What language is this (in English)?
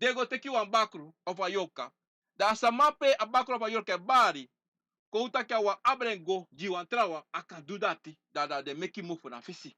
Sranan Tongo